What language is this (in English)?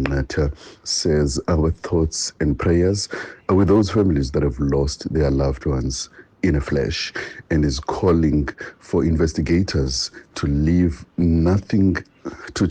Tswana